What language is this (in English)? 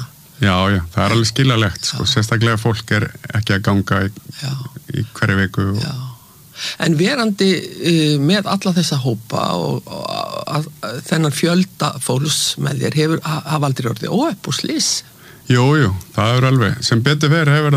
Icelandic